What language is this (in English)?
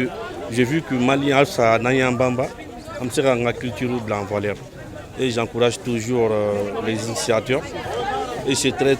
Bambara